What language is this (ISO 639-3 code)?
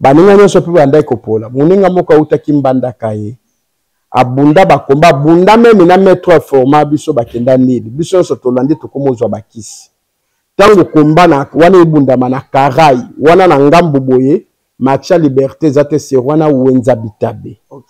lin